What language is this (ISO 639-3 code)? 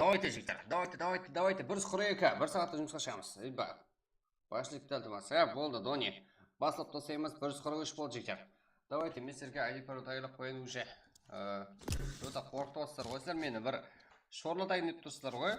kaa